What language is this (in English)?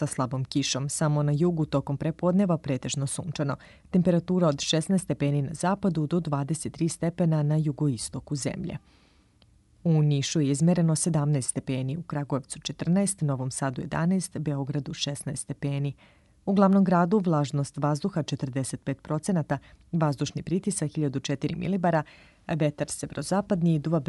Serbian